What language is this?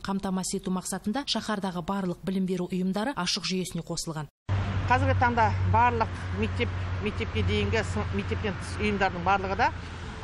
Kazakh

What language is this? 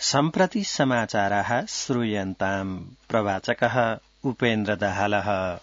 Sanskrit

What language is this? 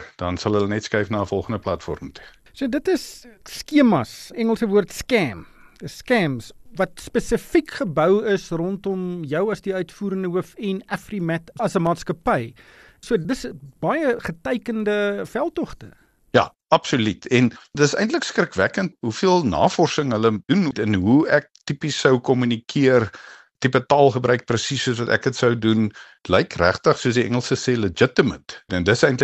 Afrikaans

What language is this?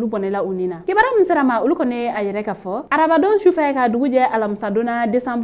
Bambara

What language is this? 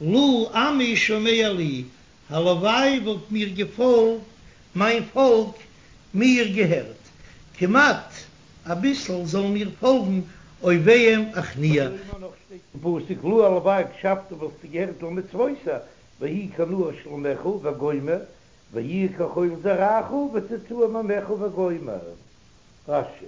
Yiddish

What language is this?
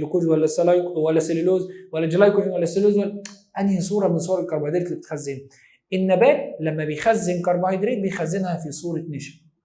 Egyptian Arabic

